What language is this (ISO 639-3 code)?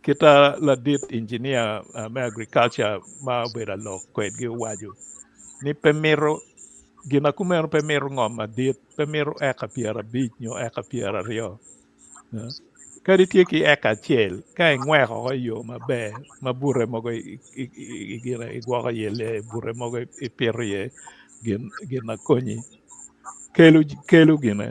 ach